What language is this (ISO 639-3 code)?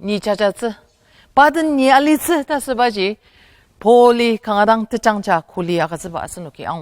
njo